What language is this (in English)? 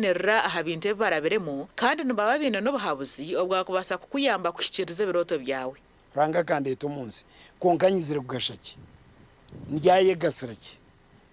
Nyankole